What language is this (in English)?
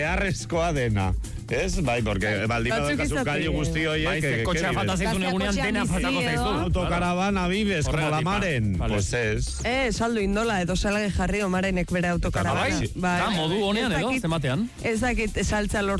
Basque